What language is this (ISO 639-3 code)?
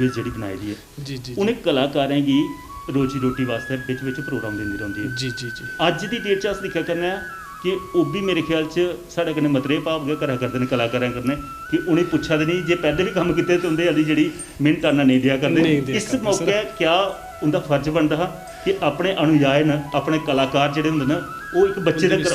doi